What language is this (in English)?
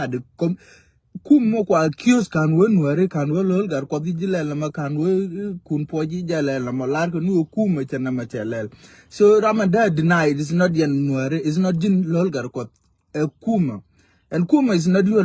Nuer